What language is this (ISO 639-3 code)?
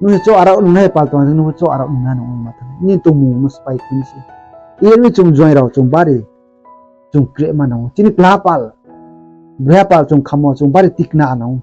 ria